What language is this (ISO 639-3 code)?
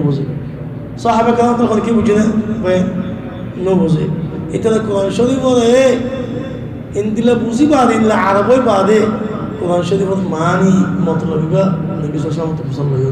rhg